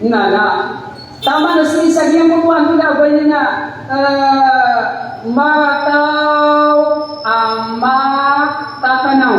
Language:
Maranao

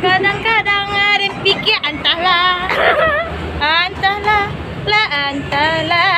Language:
Minangkabau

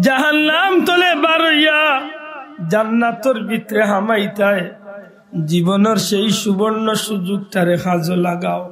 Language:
Sylheti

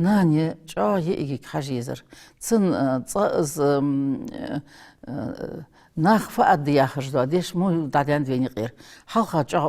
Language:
Ingush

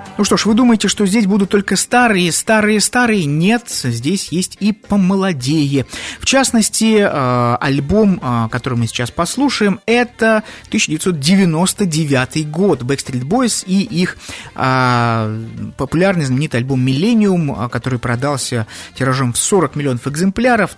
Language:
Russian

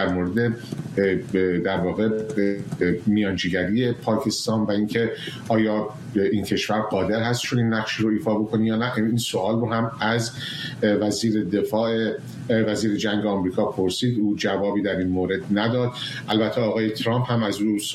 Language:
Persian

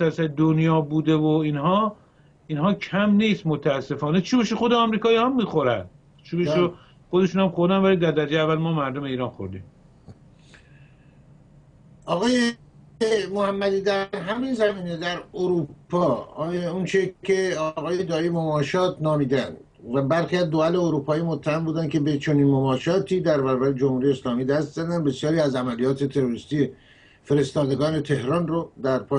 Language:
Persian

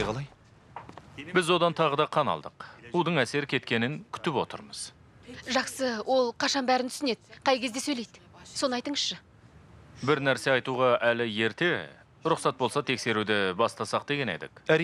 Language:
Kazakh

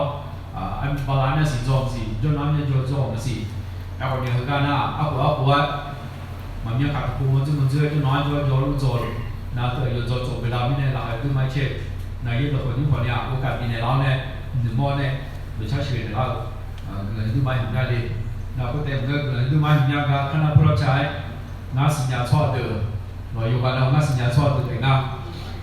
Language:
Akha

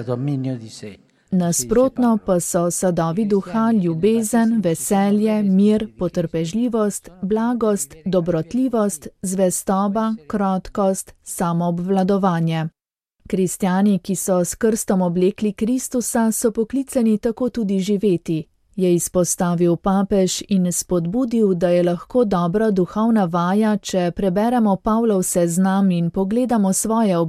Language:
Slovenian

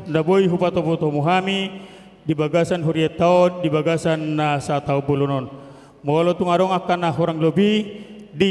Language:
Batak Toba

